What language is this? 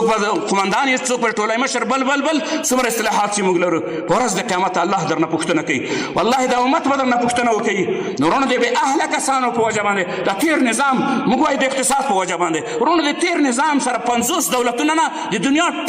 Pashto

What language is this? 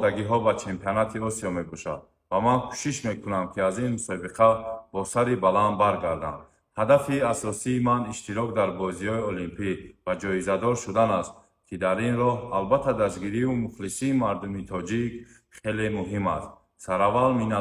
Tajik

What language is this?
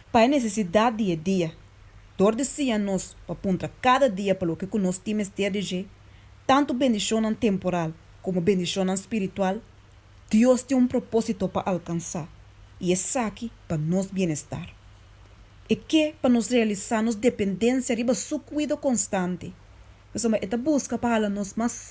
Papiamento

